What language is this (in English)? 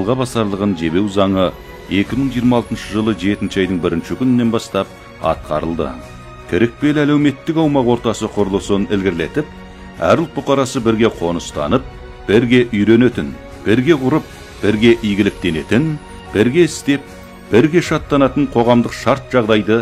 Kazakh